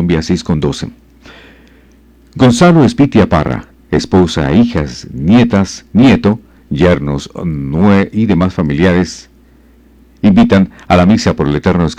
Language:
Spanish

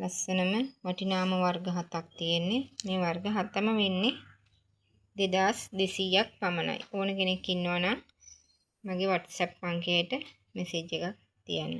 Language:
Sinhala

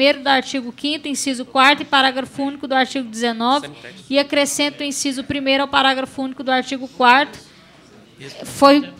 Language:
Portuguese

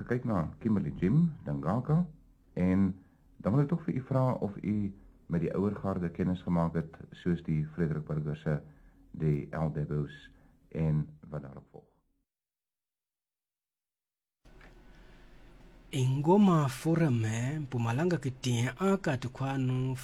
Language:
Afrikaans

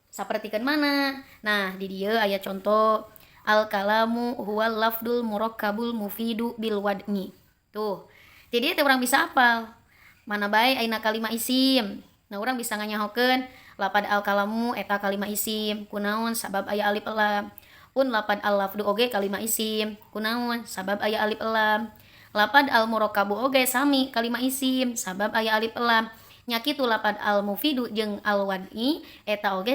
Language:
Sundanese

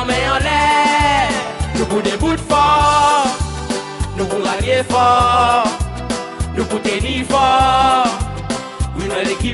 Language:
Seselwa Creole French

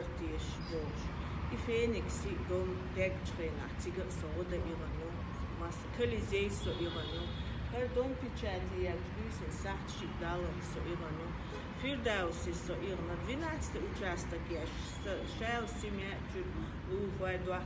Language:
Chechen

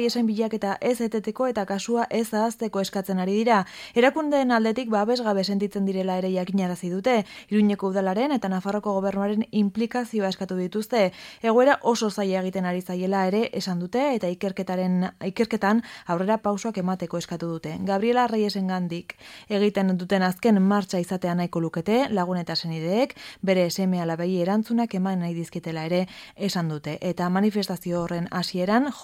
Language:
Basque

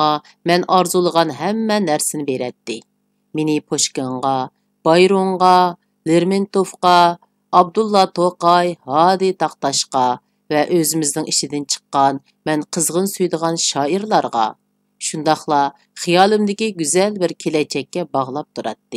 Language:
Uyghur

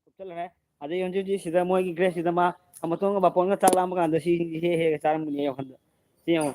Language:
Manipuri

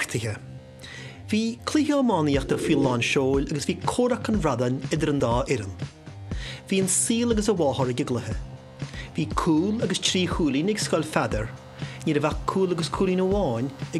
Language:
Irish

